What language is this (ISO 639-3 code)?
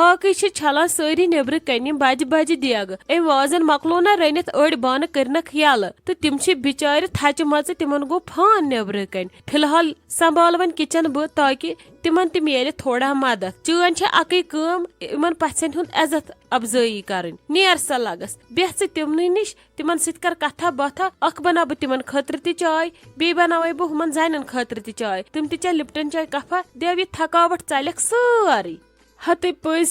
kas